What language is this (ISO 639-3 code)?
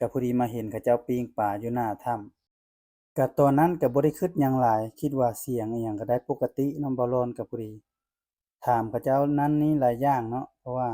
lao